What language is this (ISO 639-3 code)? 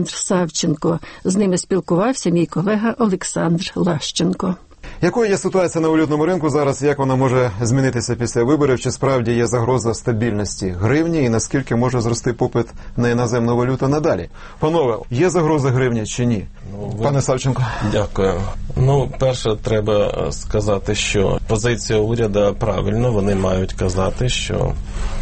ukr